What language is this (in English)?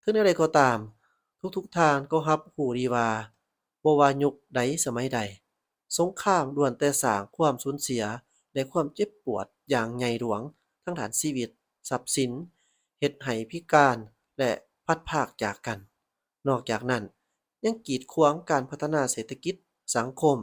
Lao